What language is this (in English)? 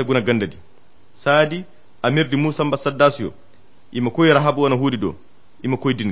Koyra Chiini